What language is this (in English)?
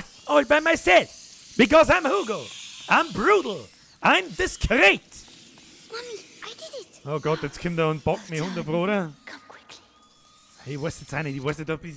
Bavarian